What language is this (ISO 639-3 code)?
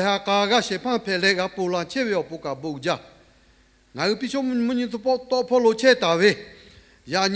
lhu